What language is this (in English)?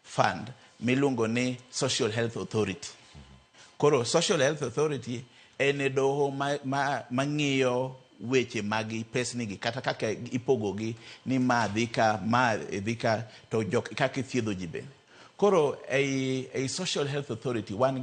Luo (Kenya and Tanzania)